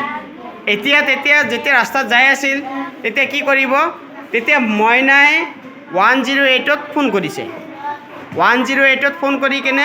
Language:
Assamese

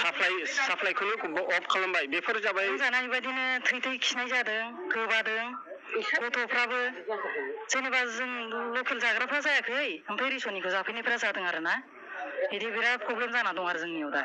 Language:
Bodo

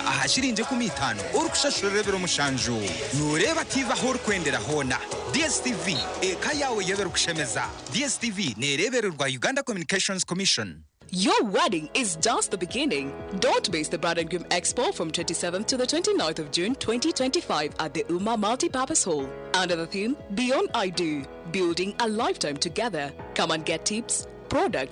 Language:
Nyankole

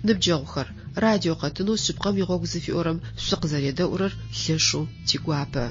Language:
Adyghe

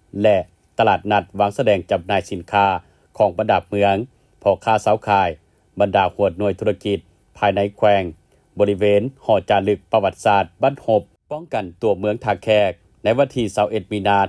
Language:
Lao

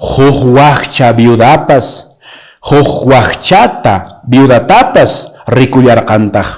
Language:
Quechua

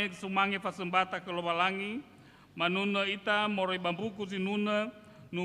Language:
Nias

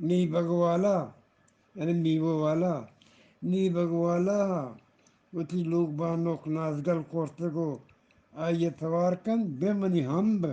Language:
Eastern Balochi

